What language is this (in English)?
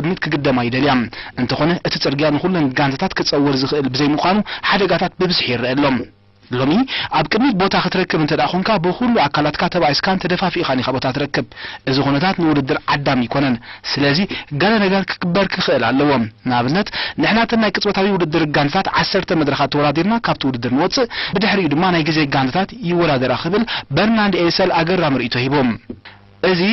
Tigrinya